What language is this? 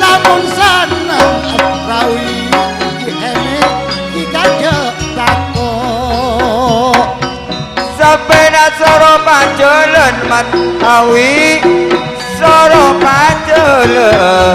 Madurese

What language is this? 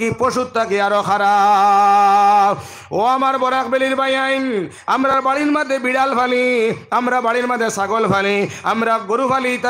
Sylheti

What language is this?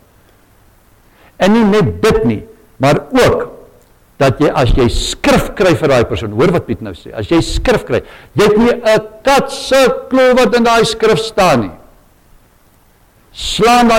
Afrikaans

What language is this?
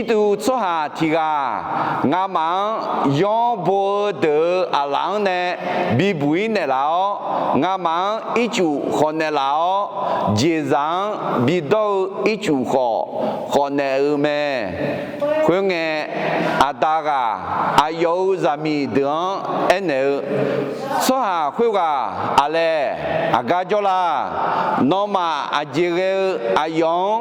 Akha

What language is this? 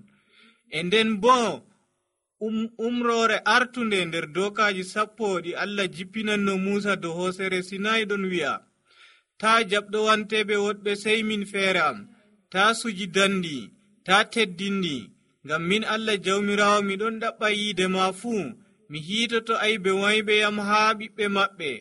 Nigerian Fulfulde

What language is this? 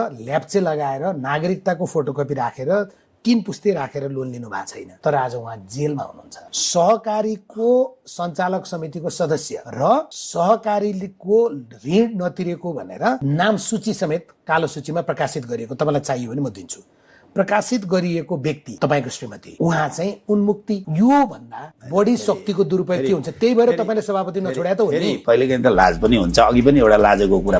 Nepali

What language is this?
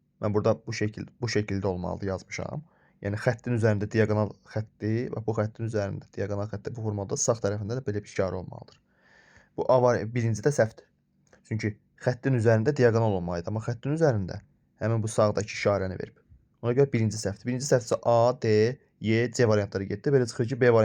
Azerbaijani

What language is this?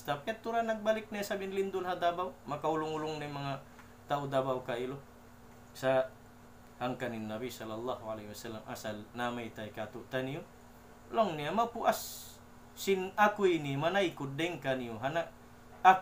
Tausug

